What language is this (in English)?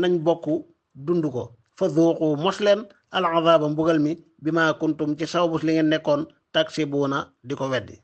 Wolof